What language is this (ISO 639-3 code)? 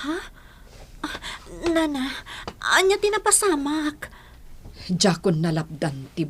ilo